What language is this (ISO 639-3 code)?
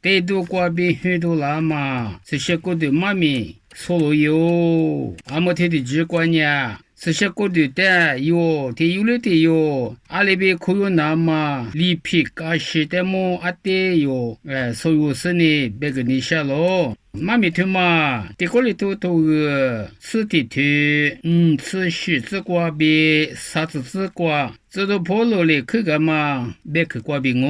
lis